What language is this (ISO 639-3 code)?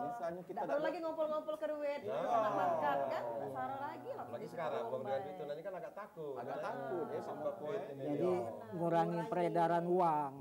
mui